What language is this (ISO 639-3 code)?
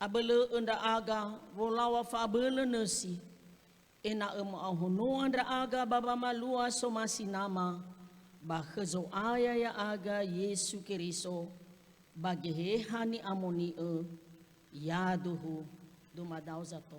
nia